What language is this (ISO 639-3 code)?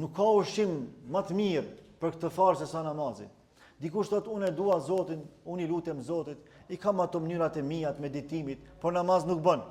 sqi